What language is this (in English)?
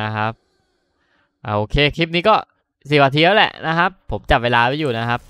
Thai